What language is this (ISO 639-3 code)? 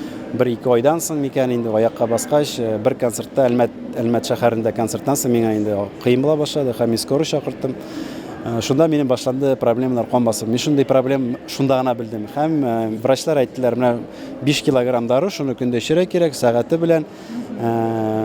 tat